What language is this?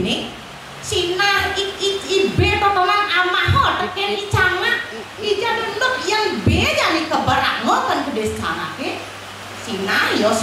Balinese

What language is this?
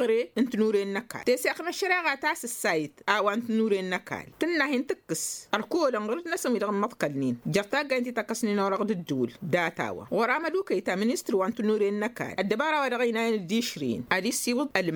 Tamasheq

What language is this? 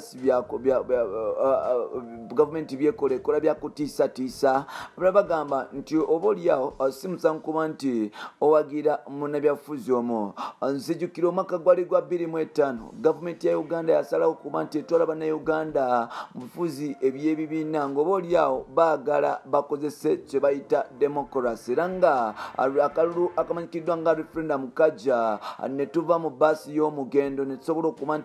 Ganda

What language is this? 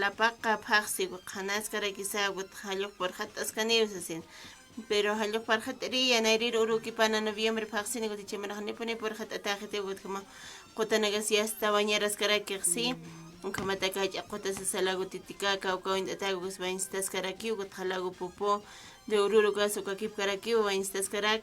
Aymara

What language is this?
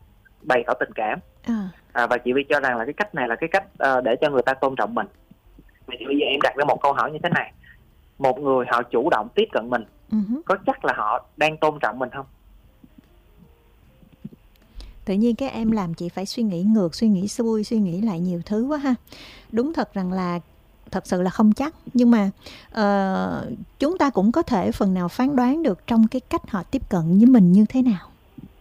Vietnamese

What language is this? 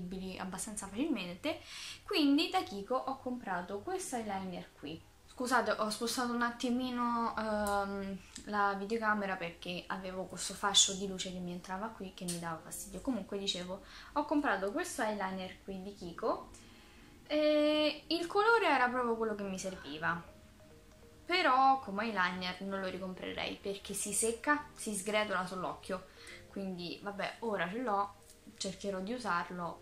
Italian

